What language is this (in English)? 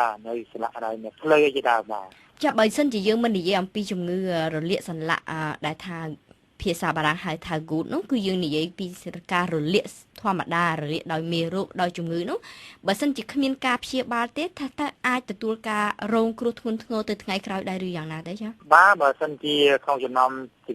Khmer